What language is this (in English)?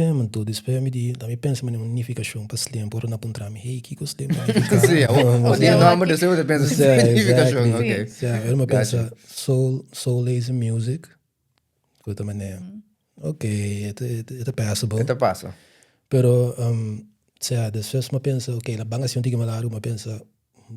Papiamento